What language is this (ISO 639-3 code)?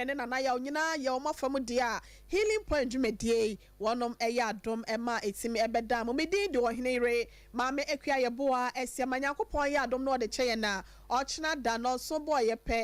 aka